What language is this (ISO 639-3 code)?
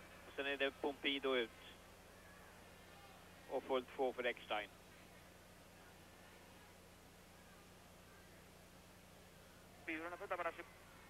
swe